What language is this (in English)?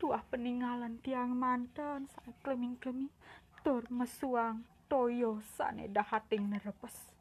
Balinese